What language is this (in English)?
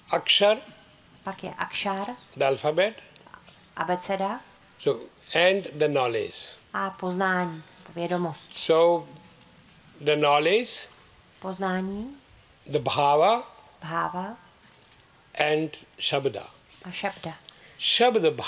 Czech